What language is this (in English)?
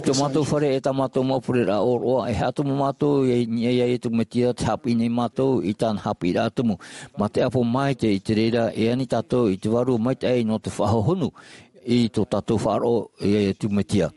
Tahitian